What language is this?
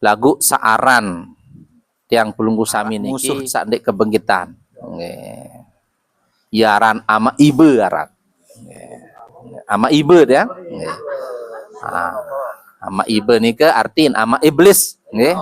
Sasak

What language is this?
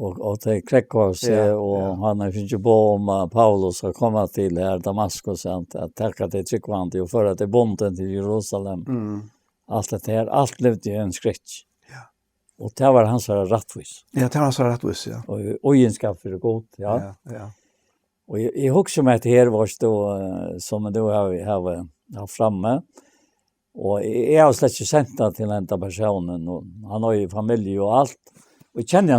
Faroese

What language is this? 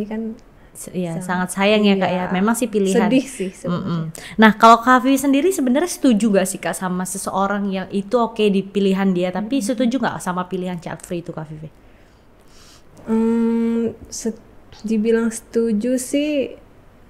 Indonesian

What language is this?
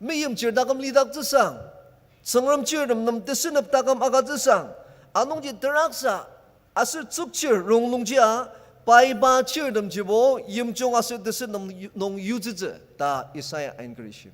Ao Naga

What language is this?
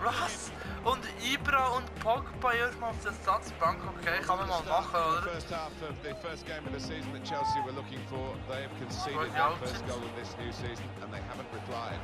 Swiss German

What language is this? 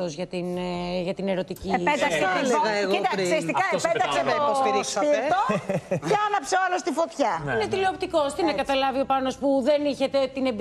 Greek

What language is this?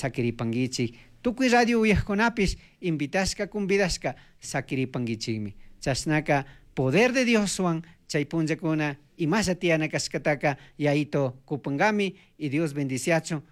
Chimborazo Highland Quichua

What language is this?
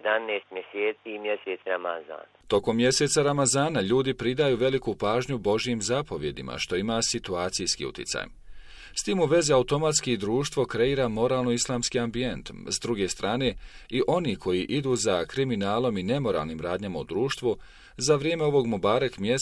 Bosnian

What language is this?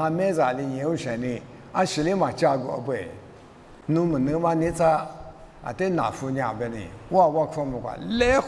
Lisu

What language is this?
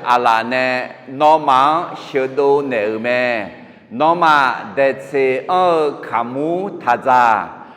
Akha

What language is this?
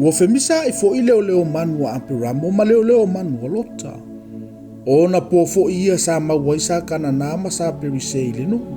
Samoan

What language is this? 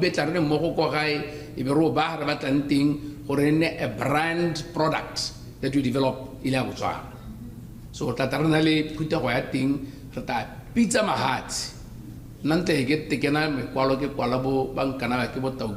Tswana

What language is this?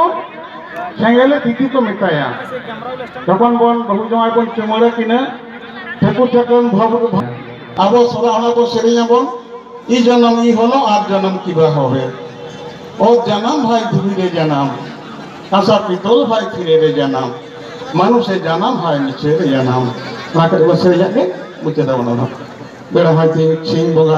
Santali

